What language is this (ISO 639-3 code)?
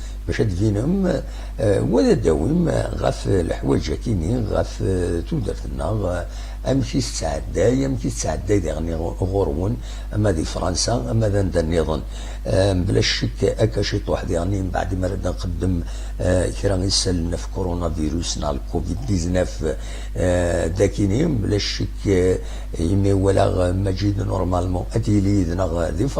kab